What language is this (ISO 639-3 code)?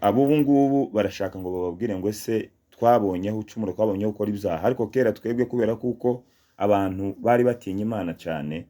kin